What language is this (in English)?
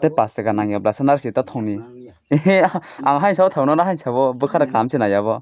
Kok Borok